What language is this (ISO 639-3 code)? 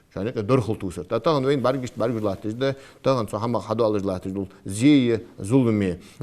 inh